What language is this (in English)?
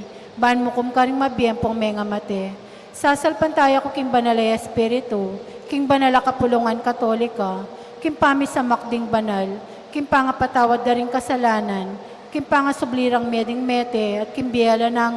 Pampanga